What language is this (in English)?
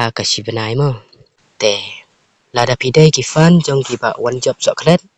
Khasi